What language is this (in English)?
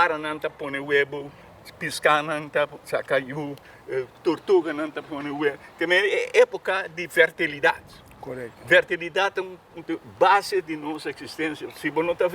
Papiamento